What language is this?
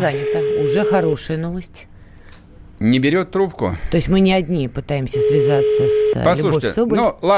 Russian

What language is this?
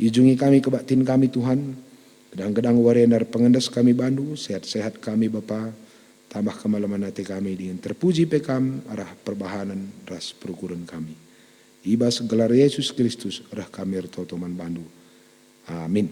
Batak Karo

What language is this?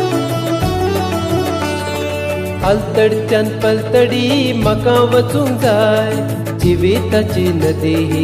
Konkani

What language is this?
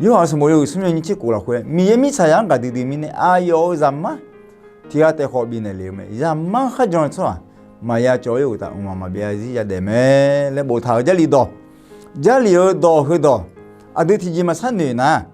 Akha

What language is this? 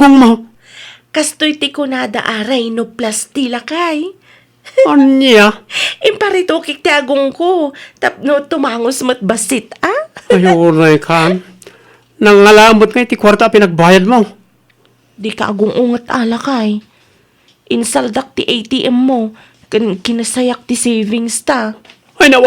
Iloko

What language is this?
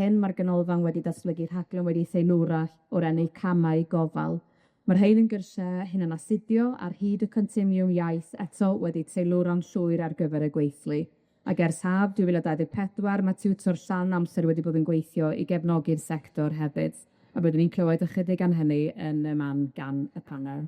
Welsh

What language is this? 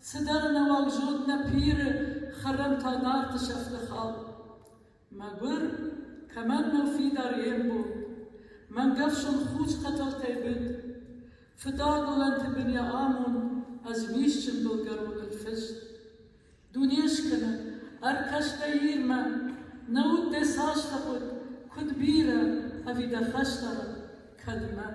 Ossetic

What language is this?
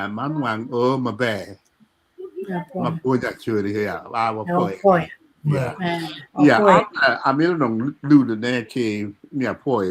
Acoli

